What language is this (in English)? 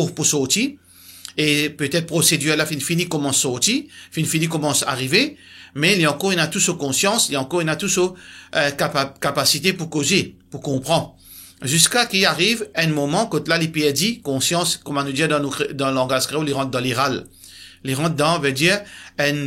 Morisyen